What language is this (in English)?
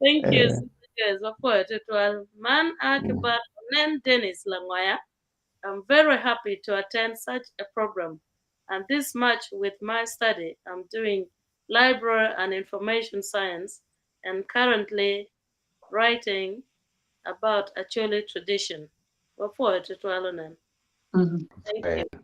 Acoli